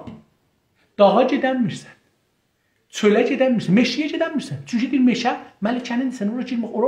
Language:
South Azerbaijani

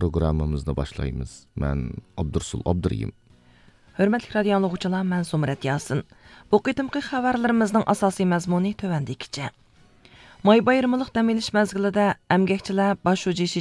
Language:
Uyghur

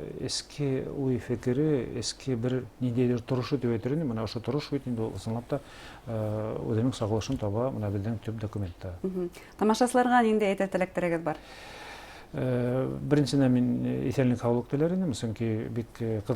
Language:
Bashkir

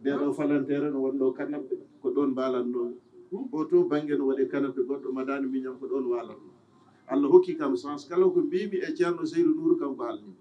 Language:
Fula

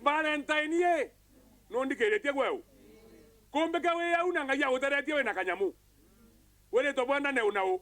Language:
Meru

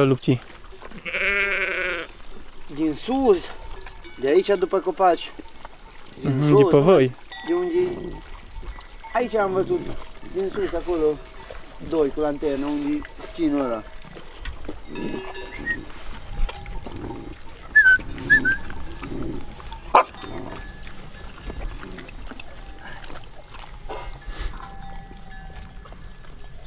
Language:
Romanian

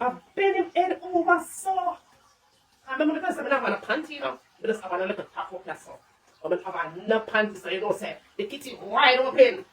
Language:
Jamaican Creole English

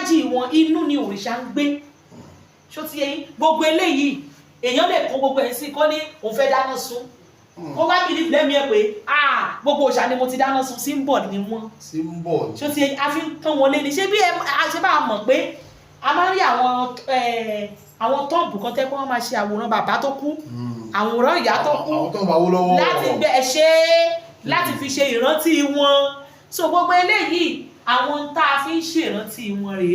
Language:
Yoruba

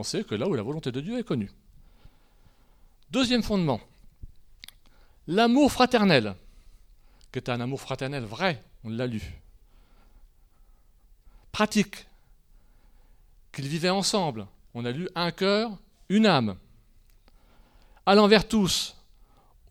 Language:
French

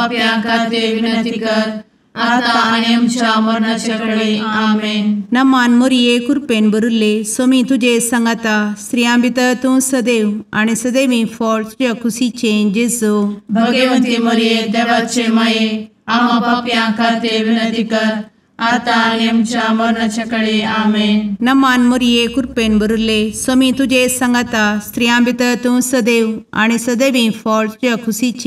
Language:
Konkani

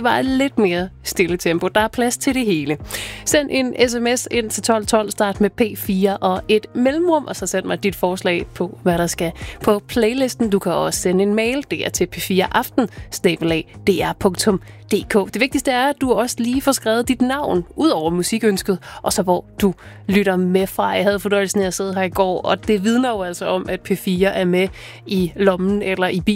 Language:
Danish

